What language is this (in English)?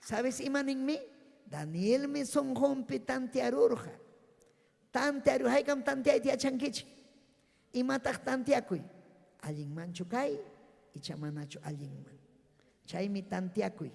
Ayacucho Quechua